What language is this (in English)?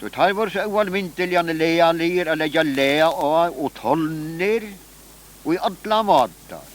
Faroese